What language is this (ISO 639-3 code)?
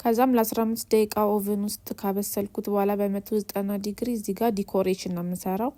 amh